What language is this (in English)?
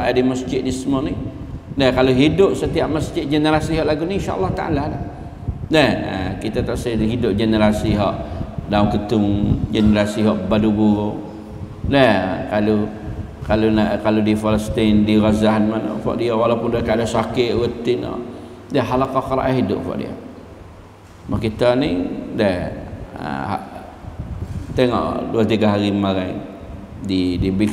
Malay